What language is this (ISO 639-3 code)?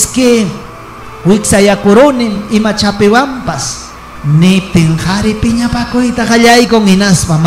quy